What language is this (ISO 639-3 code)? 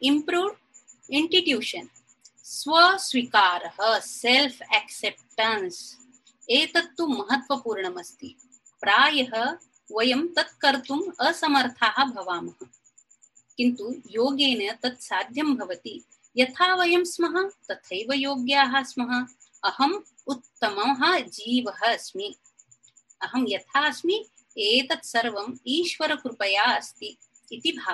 san